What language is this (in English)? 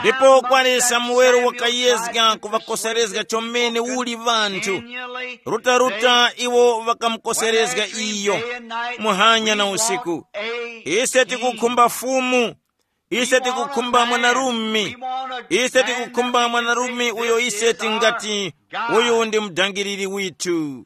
Tumbuka